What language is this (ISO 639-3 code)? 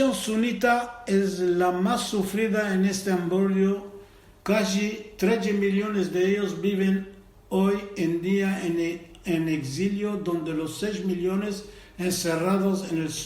lad